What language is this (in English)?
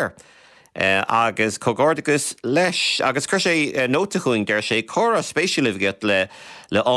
Irish